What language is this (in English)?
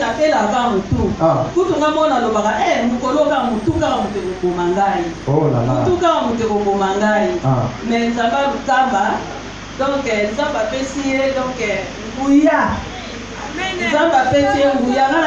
Lingala